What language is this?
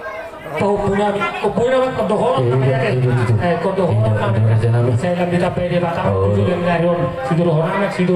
Batak Toba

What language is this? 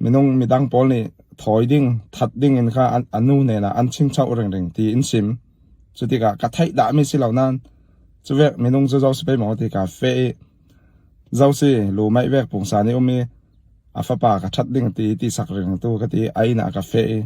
Falam Chin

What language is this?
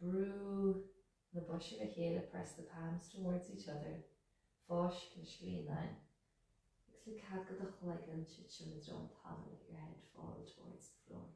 Irish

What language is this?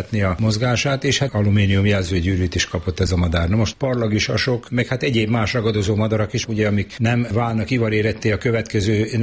Hungarian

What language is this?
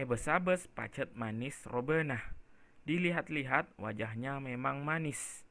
Madurese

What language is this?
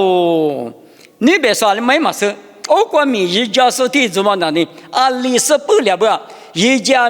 Lisu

